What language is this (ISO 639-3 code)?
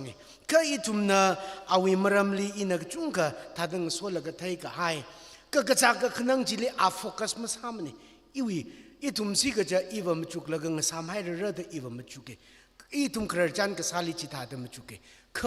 nmf